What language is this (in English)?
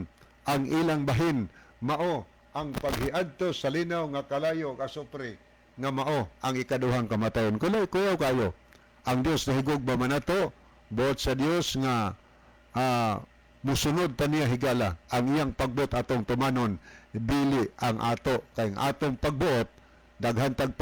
Cebuano